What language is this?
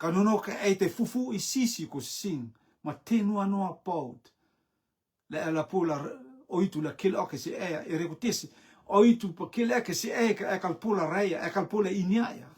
Rotuman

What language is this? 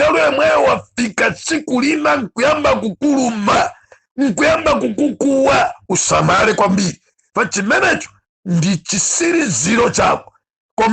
Nyanja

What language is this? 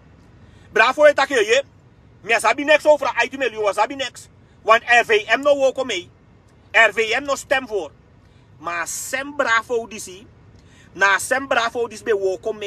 Sranan Tongo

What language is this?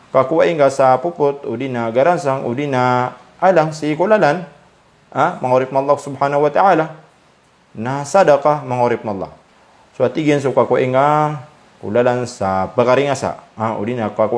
Maranao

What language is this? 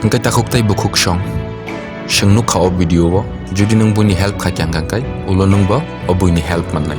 Kok Borok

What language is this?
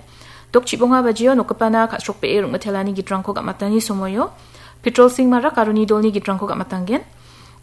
Garo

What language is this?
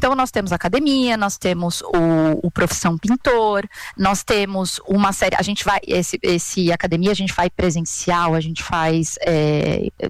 Portuguese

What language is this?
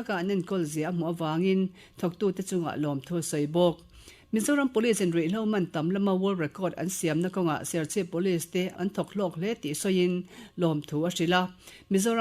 Mizo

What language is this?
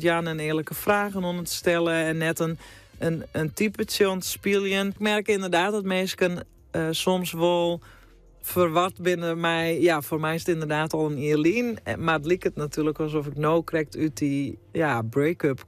Western Frisian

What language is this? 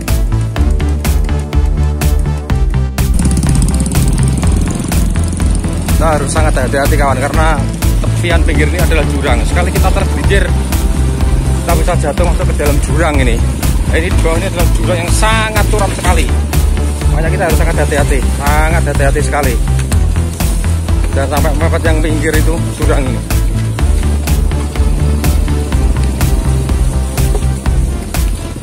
Indonesian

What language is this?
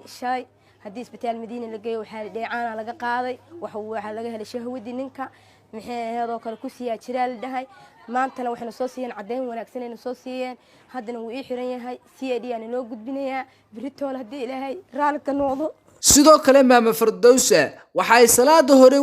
Somali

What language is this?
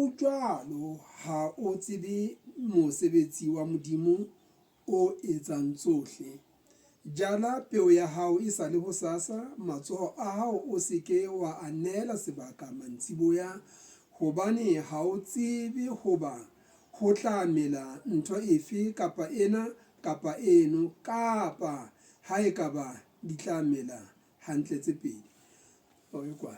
Southern Sotho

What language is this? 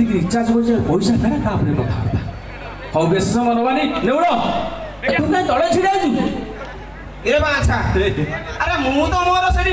Odia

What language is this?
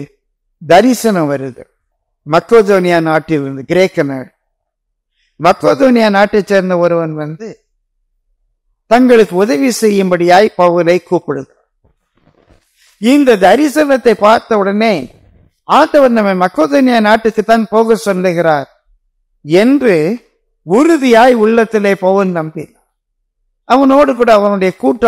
Tamil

